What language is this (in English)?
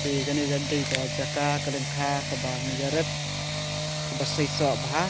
Khasi